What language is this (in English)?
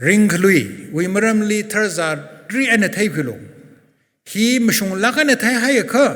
Tangkhul Naga (India)